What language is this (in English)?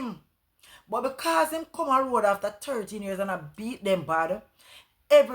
Jamaican Creole English